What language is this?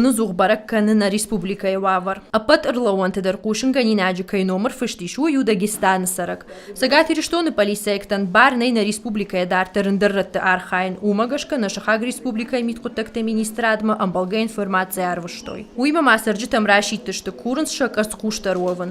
Ossetic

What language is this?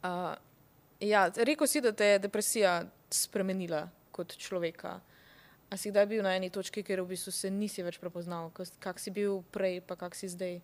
Slovenian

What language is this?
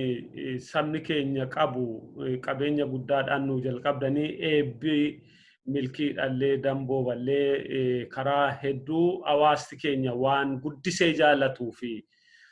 Oromo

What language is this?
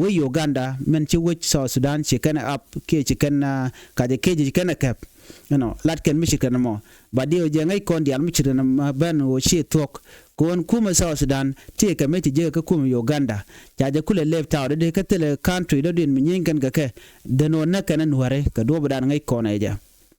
Nuer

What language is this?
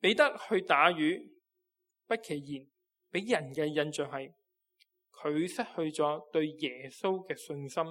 Cantonese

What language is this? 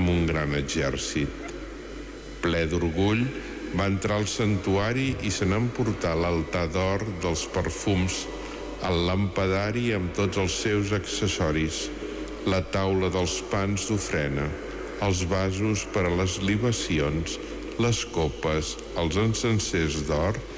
Catalan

